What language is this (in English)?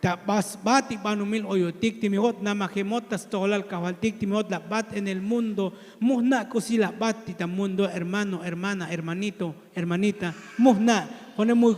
Tzotzil